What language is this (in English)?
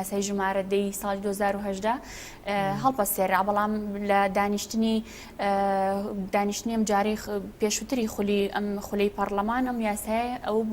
Central Kurdish